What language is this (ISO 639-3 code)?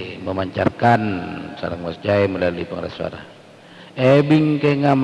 mad